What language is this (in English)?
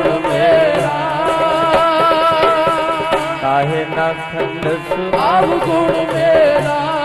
Punjabi